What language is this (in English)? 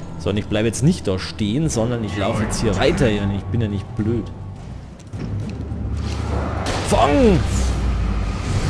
German